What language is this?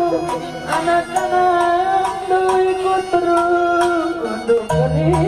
Batak Karo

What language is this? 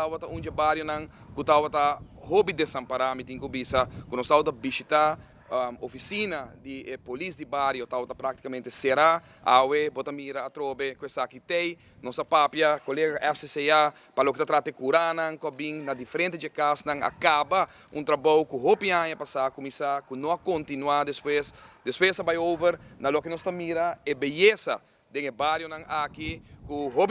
Papiamento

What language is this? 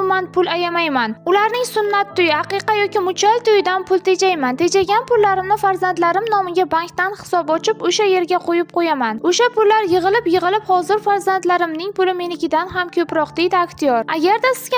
Uzbek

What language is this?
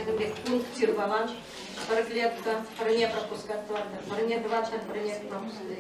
Chuvash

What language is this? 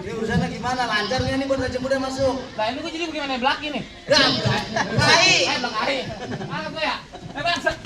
Betawi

